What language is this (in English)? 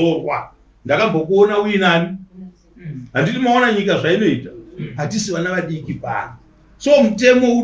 Shona